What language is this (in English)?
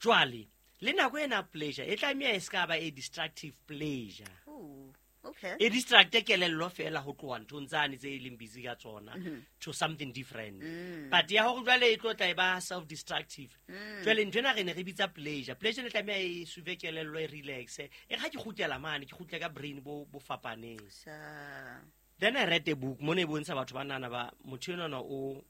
Southern Sotho